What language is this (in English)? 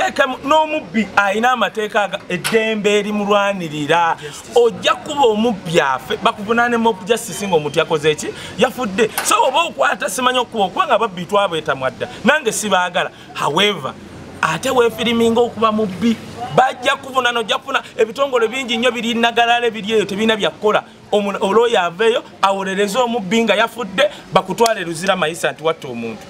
Ganda